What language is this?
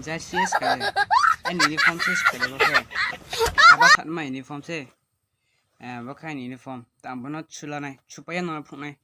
Riang (India)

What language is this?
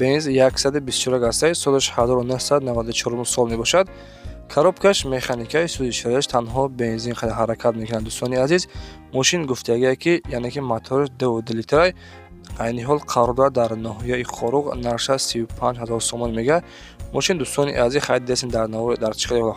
Tajik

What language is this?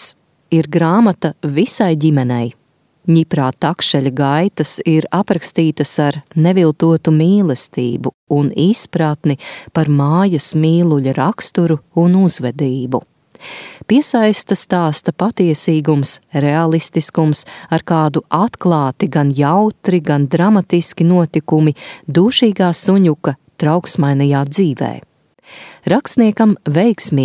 Latvian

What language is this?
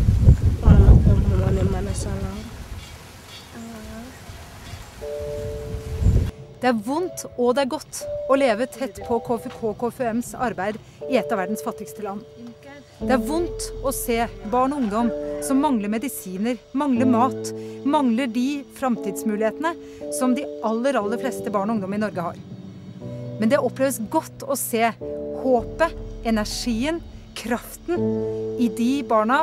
Norwegian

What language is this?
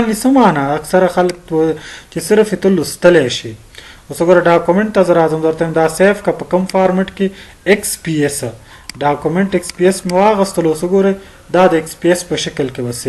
Pashto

